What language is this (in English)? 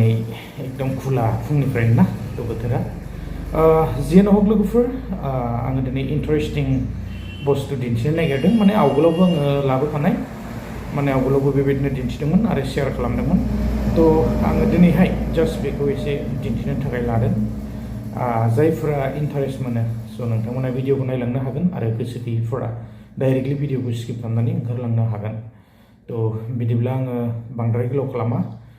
Bodo